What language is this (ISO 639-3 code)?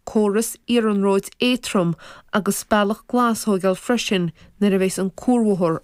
gle